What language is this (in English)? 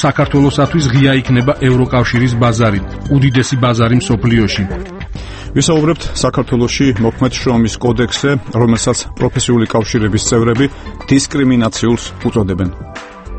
Georgian